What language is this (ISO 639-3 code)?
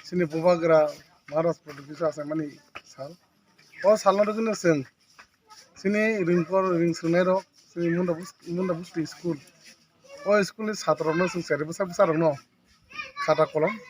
trp